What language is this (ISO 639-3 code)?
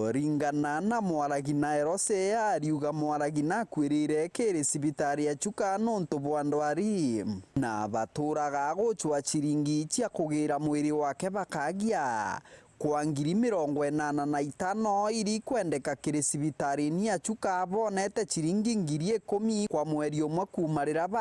mer